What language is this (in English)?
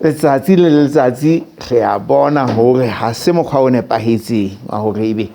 Southern Sotho